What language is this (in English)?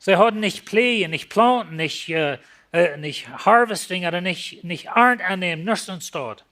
Plautdietsch